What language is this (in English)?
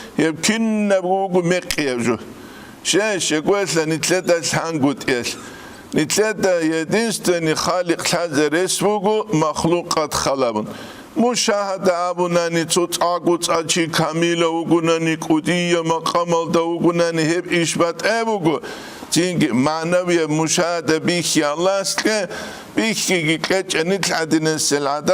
Avaric